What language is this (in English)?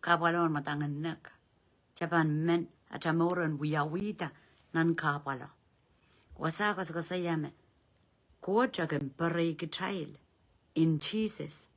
Pohnpeian